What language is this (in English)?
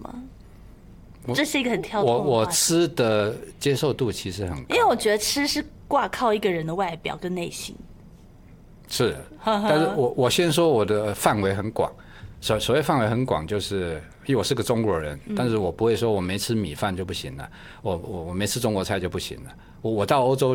Chinese